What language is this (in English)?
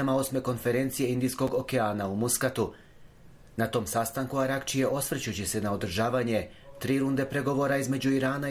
Bosnian